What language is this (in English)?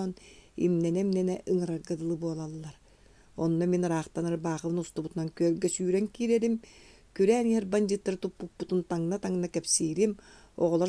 Yakut